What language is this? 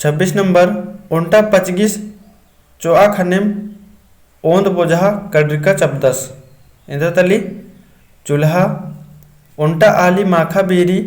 Kurukh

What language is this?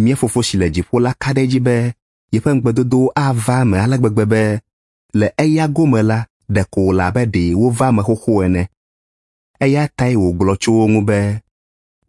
Ewe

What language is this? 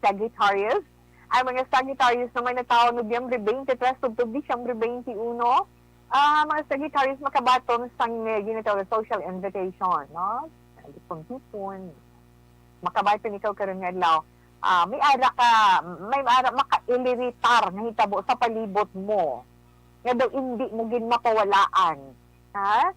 Hiligaynon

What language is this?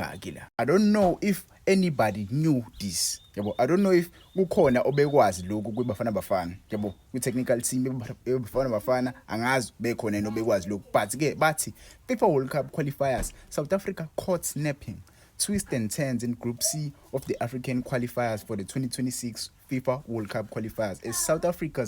Zulu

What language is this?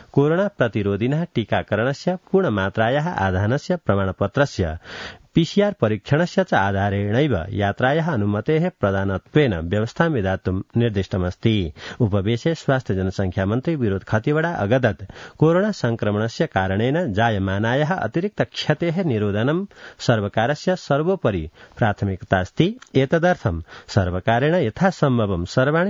Sanskrit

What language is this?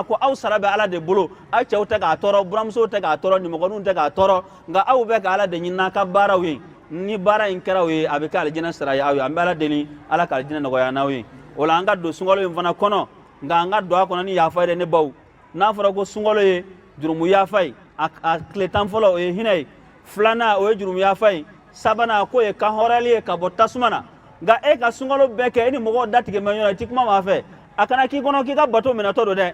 Bambara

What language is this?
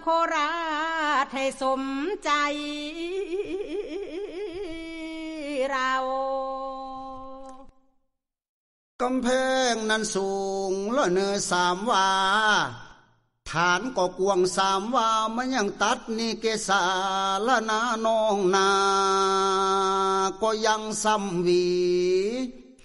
Thai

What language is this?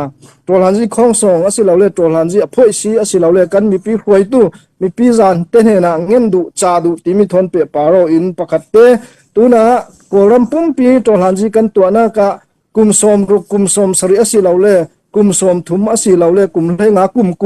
Falam Chin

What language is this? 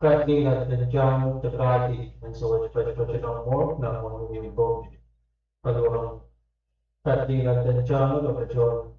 Pohnpeian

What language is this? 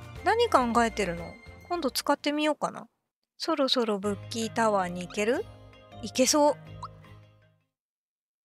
Japanese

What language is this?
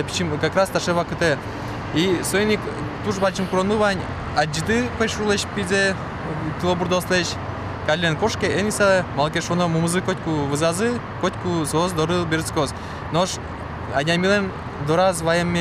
Udmurt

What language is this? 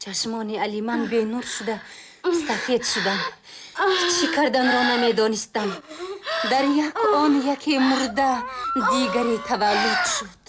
Tajik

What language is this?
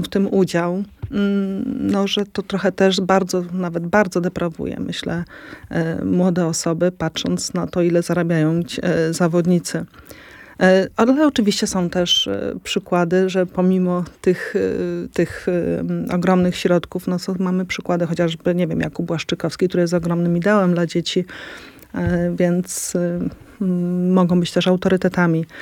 Polish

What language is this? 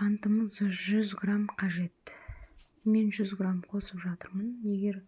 Kazakh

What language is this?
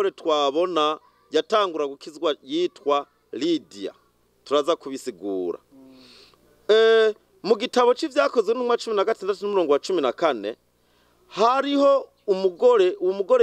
Rundi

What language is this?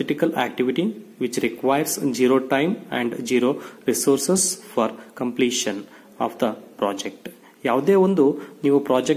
Kannada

